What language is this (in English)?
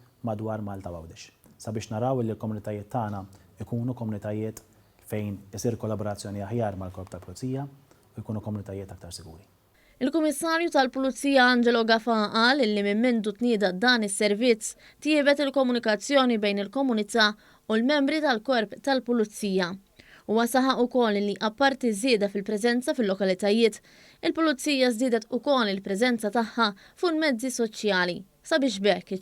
Maltese